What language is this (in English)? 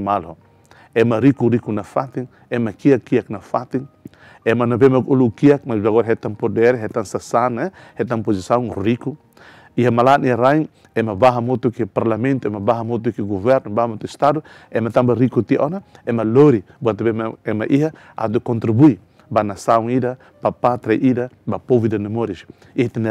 Tetum